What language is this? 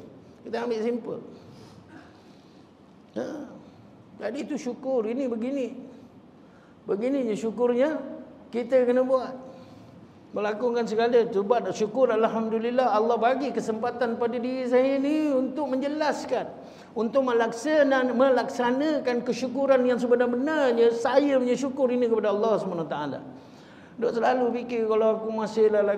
Malay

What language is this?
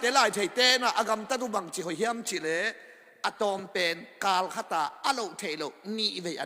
Tedim Chin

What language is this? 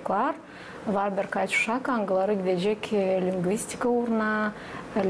Gagauz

